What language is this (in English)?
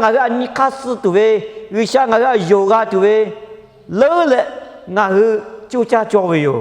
Lahu